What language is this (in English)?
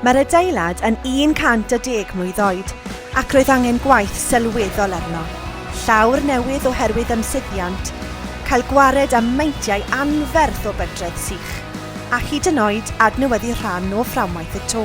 Welsh